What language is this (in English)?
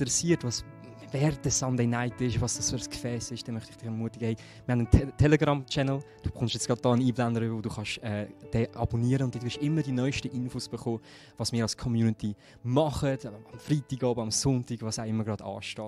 Swiss German